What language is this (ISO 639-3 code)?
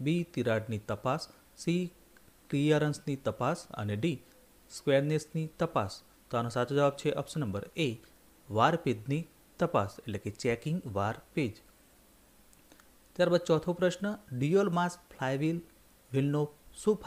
guj